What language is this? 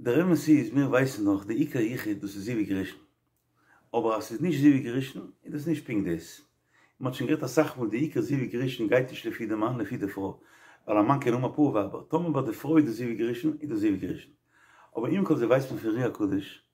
Yiddish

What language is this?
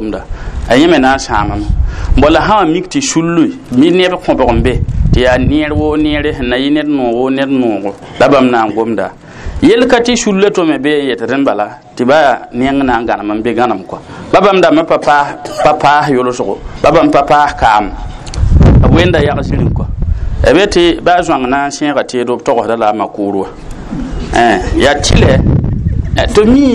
Mossi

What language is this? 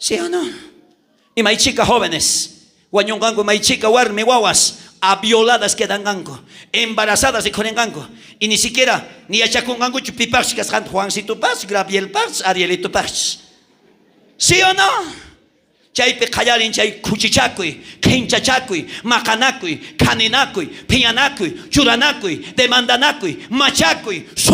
South Bolivian Quechua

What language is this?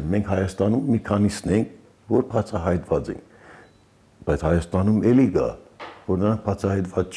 Armenian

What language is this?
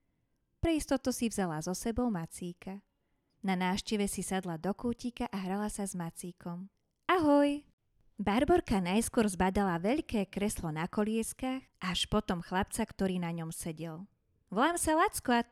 Slovak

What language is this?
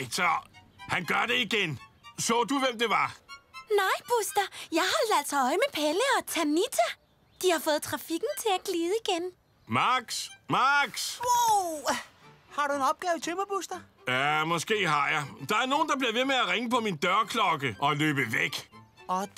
Danish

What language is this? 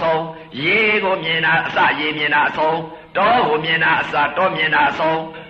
Burmese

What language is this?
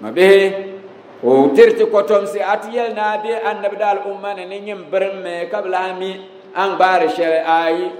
Dagbani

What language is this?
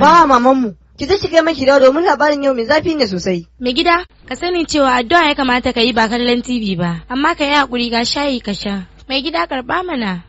Hausa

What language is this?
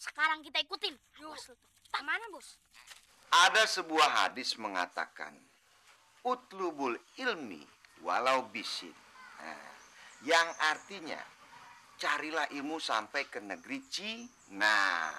Betawi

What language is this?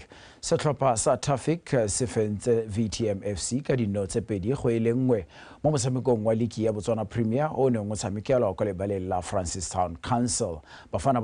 Tswana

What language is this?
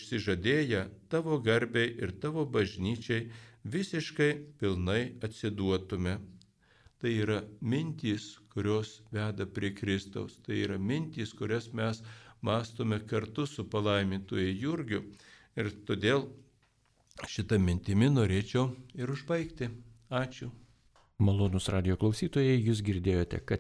Lithuanian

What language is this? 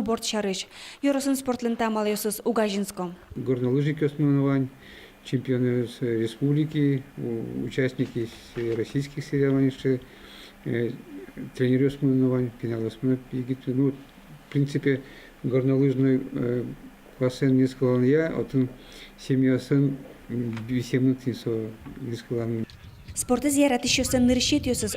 Udmurt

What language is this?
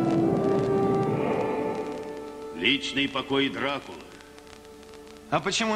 Russian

